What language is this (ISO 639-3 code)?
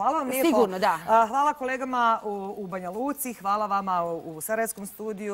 bos